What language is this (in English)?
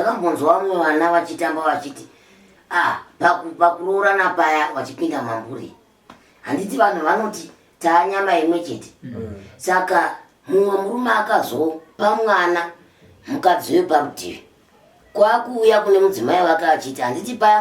Shona